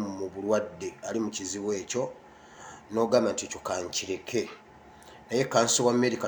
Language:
Ganda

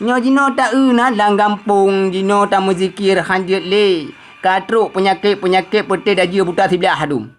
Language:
Achinese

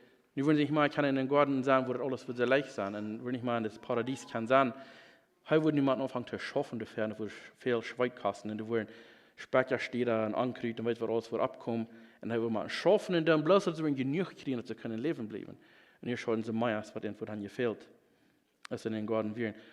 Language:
Plautdietsch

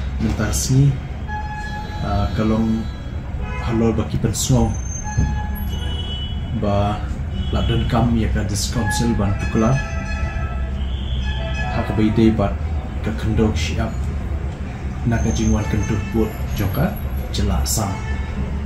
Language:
Khasi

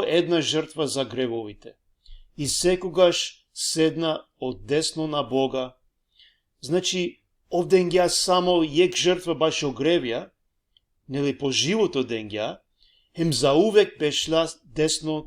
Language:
Balkan Romani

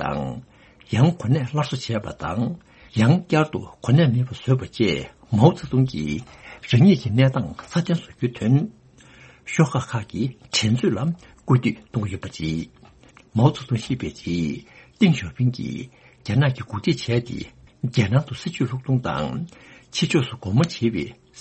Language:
Tibetan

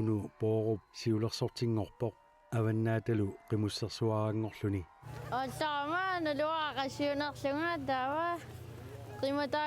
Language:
Kalaallisut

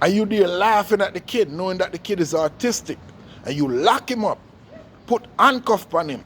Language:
Jamaican Creole English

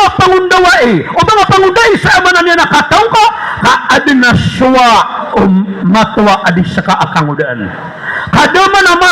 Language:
Maranao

